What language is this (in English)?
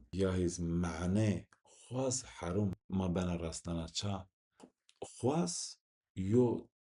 Zaza